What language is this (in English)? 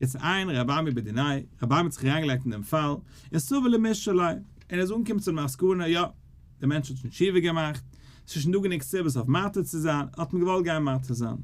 Yiddish